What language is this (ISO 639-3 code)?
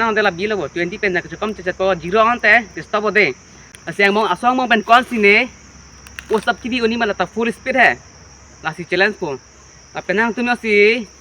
mjw